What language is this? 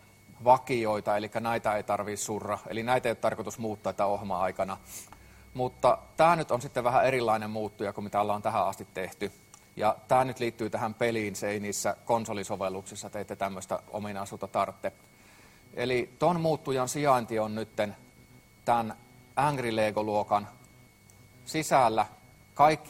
Finnish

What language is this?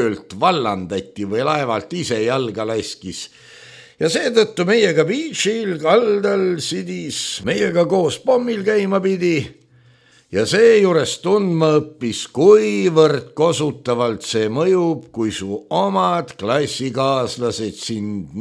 Estonian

